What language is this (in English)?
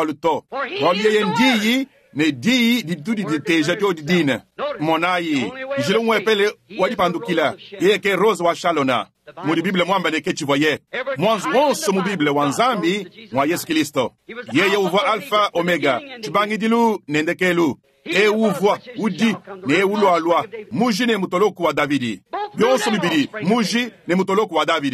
Luba-Lulua